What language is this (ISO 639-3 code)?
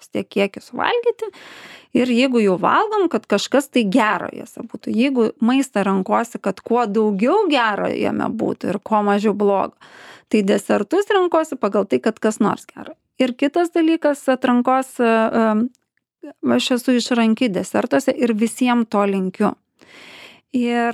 lit